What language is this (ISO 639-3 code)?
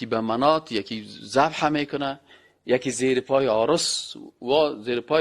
fas